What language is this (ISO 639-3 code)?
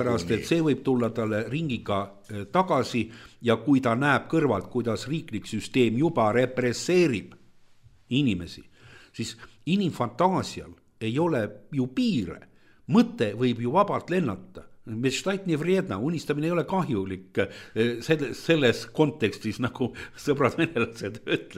est